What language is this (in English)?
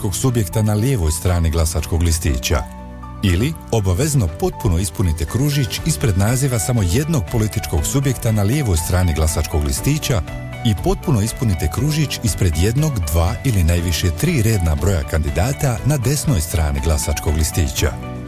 Bosnian